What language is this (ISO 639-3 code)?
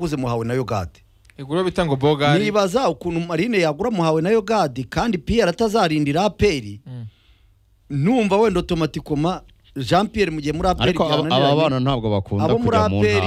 kin